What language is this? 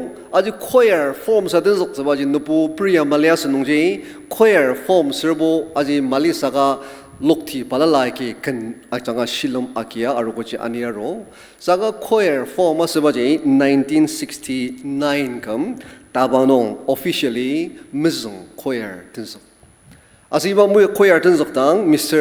Ao Naga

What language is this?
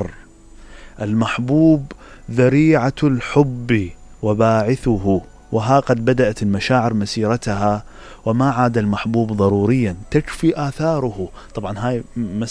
Mesopotamian Arabic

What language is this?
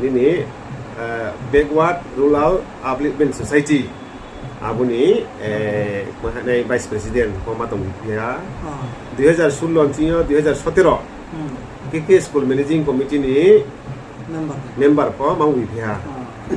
Riang (India)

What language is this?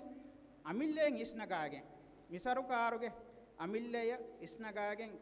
Divehi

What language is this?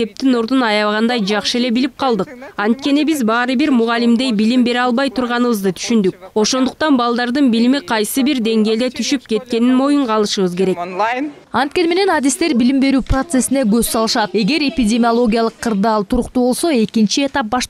Kyrgyz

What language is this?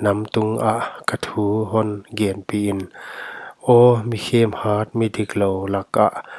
Paite Chin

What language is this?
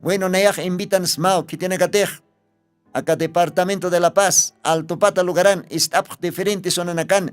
Aymara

